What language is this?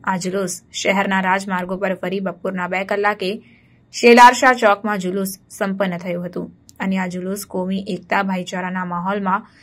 Gujarati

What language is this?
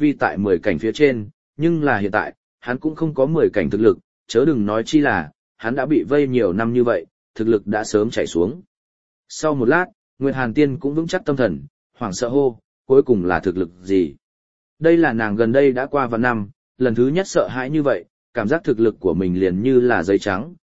Vietnamese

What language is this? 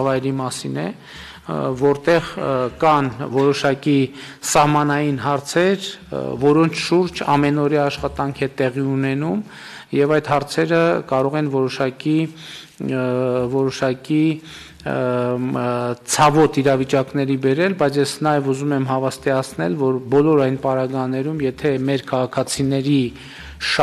Armenian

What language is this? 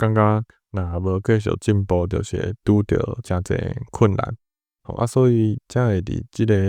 Min Nan Chinese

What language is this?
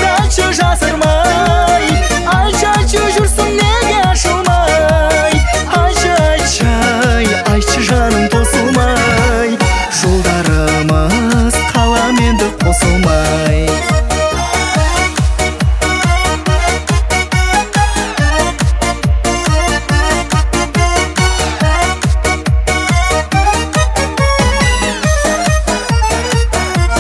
Kazakh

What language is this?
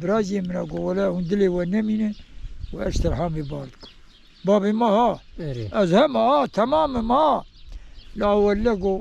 Kurdish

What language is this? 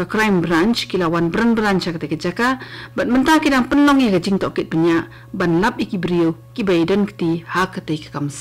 Khasi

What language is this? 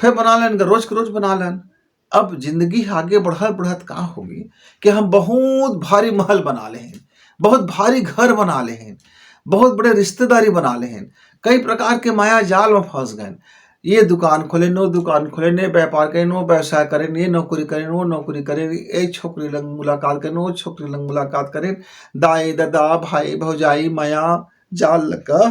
Chhattisgarhi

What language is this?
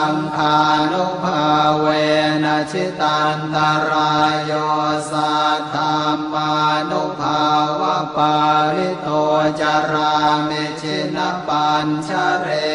Pali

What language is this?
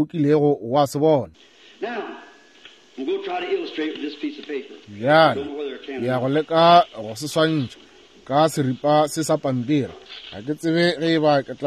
Northern Sotho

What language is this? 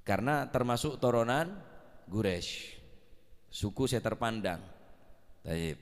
Madurese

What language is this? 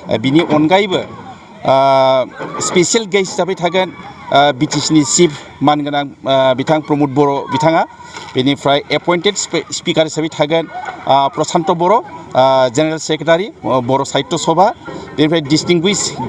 Bodo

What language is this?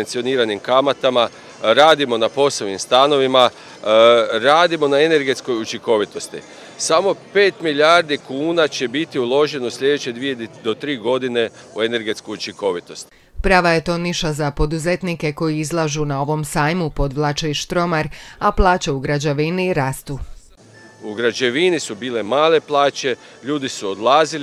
Croatian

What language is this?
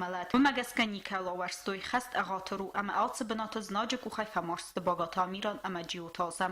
Ossetic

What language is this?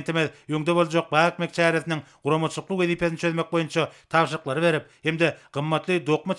Turkmen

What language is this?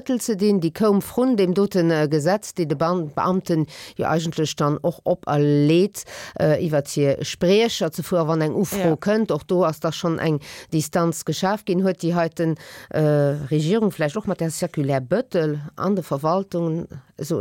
Luxembourgish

